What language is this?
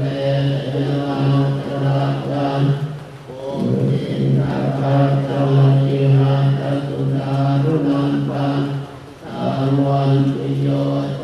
Pali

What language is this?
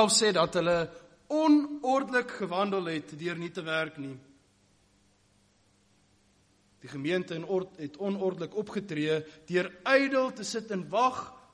Afrikaans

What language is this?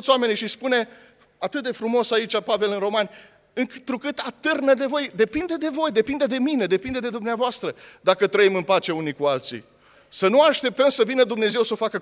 Romanian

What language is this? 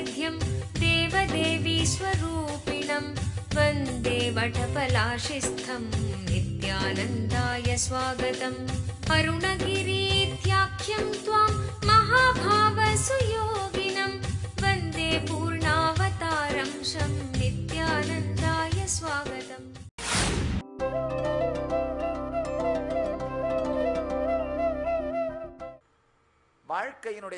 Tamil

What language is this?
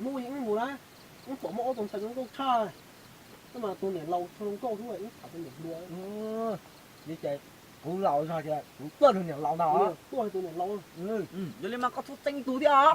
Hmong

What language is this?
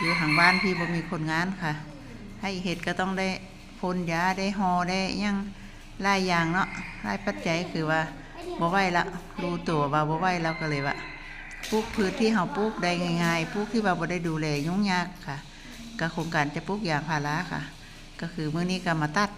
Northeastern Thai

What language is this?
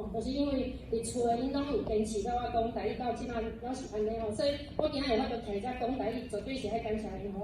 Min Nan Chinese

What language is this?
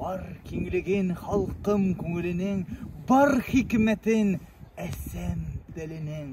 Bashkir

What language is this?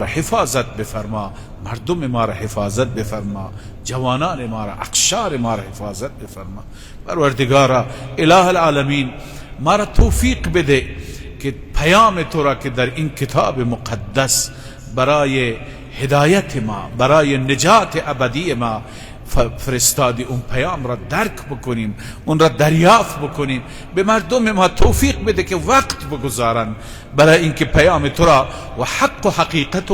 Persian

